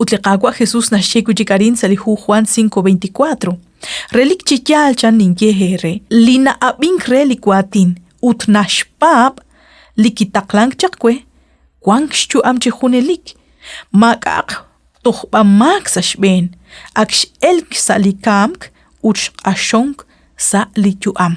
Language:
Kekchí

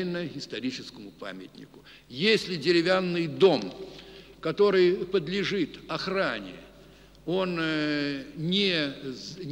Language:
Russian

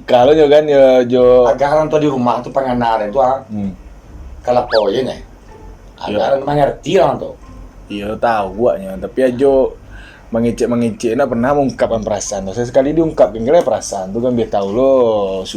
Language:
Minangkabau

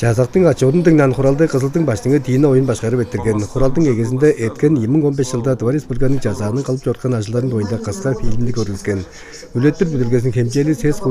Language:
Tuvinian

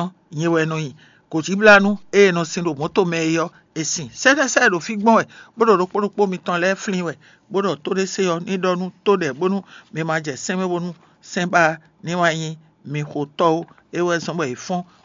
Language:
Fon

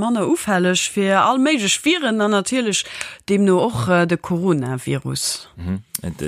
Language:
Luxembourgish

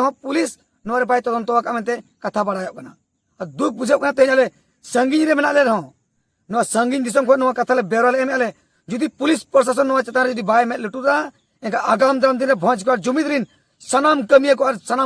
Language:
Santali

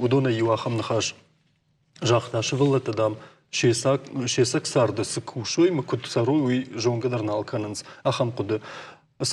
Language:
Ossetic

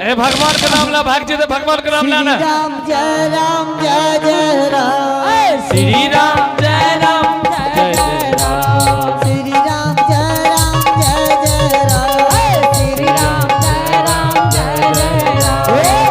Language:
Angika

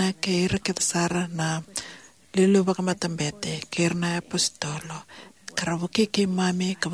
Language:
Fijian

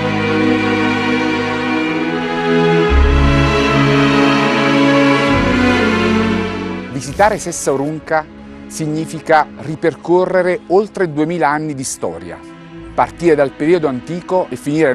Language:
Italian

